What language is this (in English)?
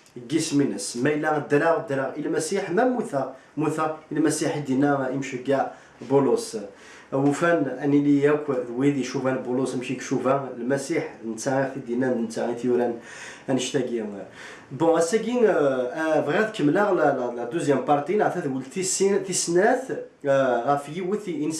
Kabyle